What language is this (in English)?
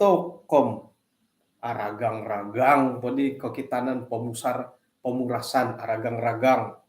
Central Dusun